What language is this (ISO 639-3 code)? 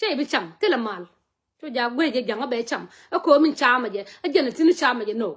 nus